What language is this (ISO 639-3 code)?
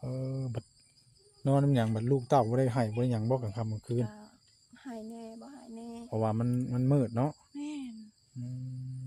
tts